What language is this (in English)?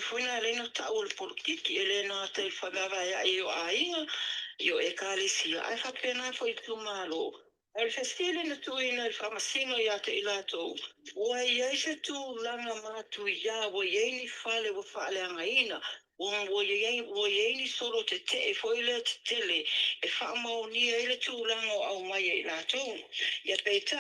Samoan